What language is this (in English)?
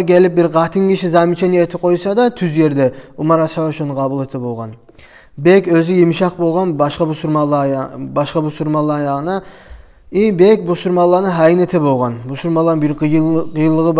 Kumyk